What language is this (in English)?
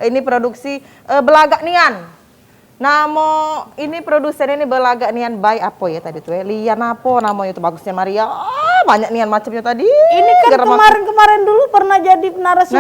Musi